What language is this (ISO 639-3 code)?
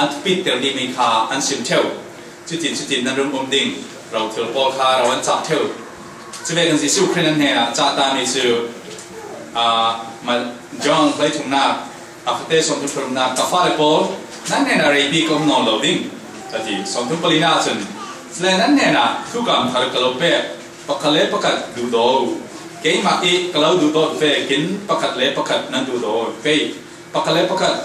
cfm